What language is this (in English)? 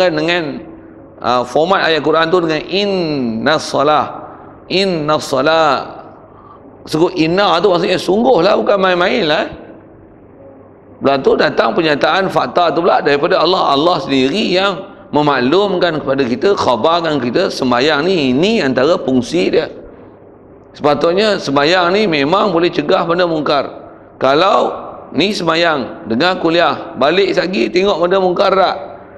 Malay